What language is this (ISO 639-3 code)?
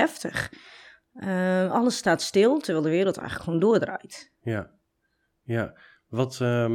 nld